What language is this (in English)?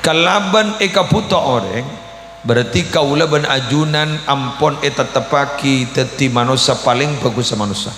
Madurese